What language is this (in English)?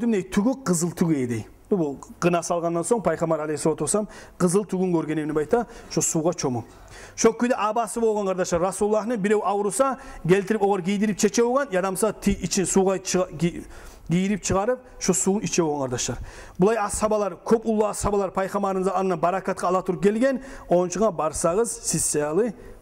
Kumyk